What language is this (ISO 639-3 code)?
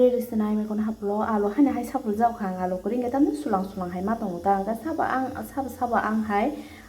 trp